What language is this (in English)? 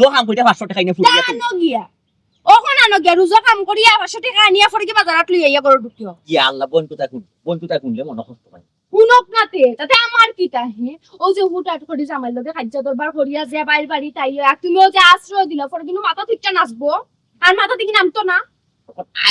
Sylheti